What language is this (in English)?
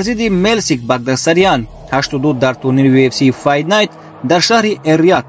Tajik